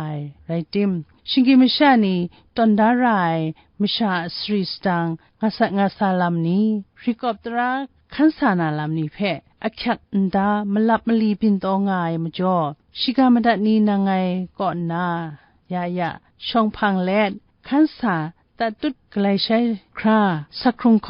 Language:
Kachin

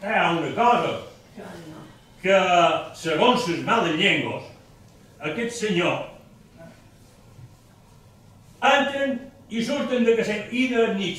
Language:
Catalan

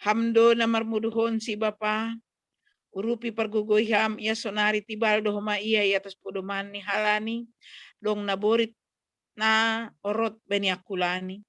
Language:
Batak Simalungun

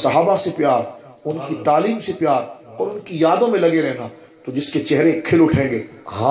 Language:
Urdu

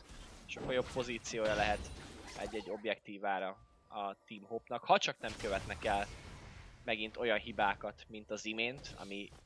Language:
Hungarian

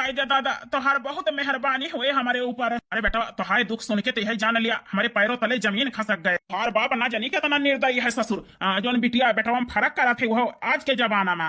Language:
Awadhi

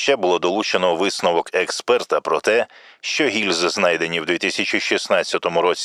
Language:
Ukrainian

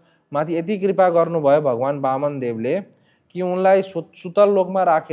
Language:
Nepali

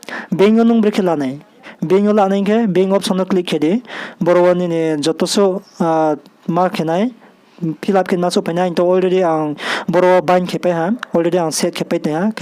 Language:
Riang (India)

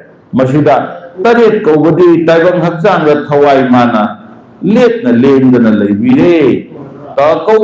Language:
Manipuri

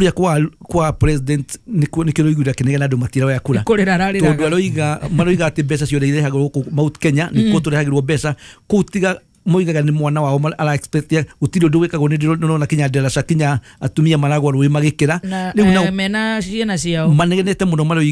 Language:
Kikuyu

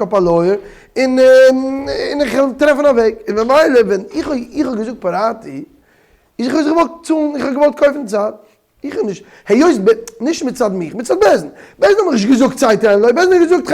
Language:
Yiddish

